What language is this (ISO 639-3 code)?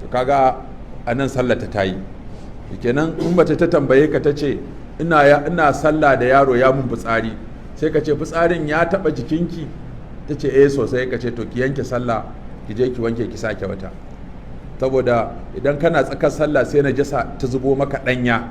hau